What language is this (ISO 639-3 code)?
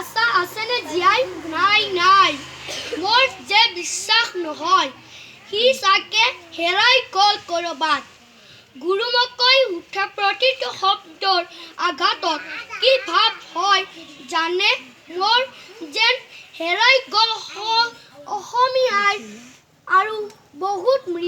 asm